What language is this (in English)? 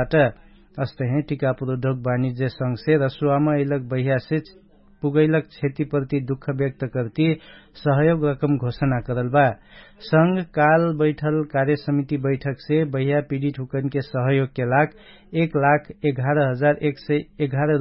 Dangaura Tharu